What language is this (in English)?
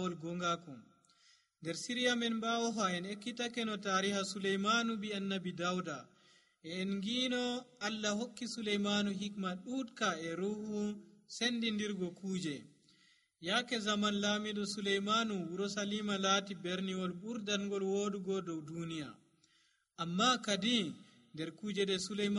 Nigerian Fulfulde